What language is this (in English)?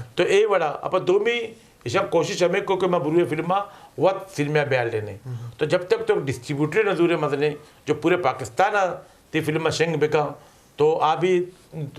Eastern Balochi